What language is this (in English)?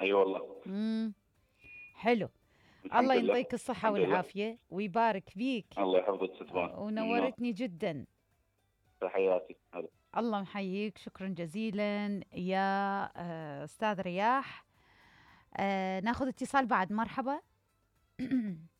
Mesopotamian Arabic